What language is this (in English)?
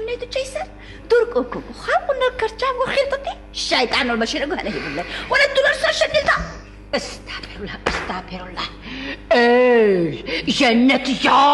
Lak